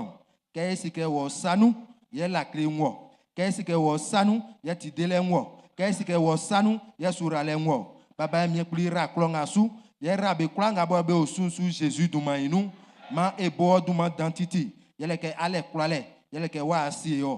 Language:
Baoulé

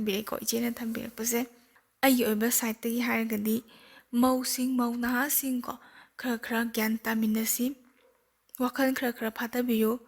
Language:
Manipuri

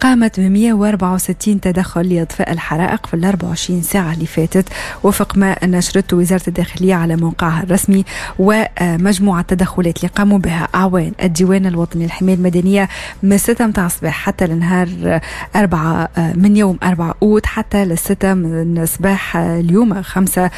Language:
Tunisian Arabic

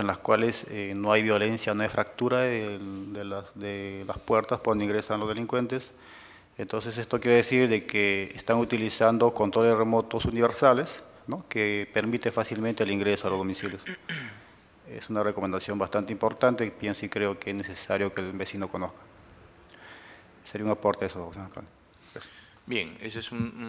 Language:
Spanish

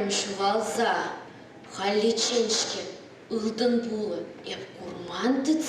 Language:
Chuvash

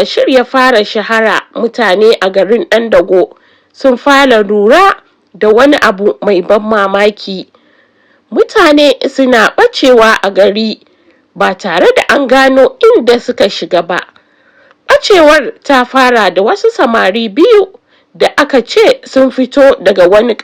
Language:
Hausa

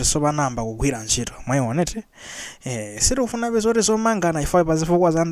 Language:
Nyanja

